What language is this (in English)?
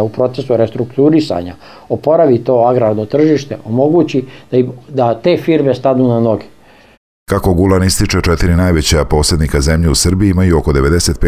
Serbian